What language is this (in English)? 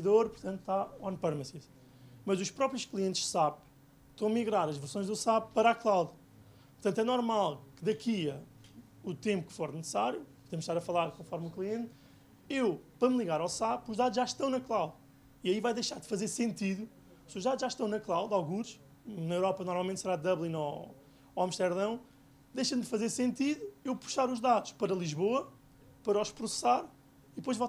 Portuguese